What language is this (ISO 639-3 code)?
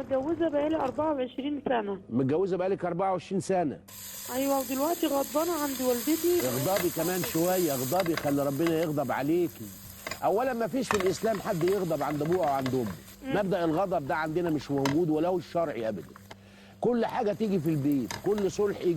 arz